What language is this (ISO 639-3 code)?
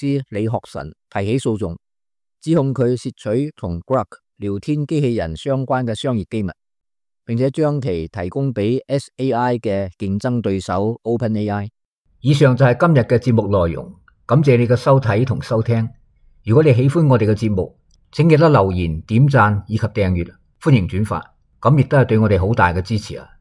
yue